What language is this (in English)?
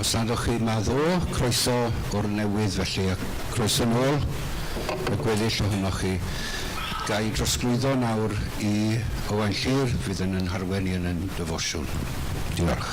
Welsh